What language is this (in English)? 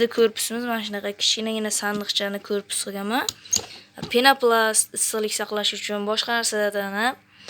Uzbek